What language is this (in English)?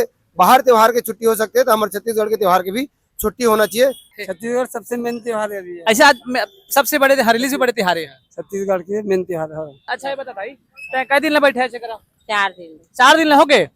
Chhattisgarhi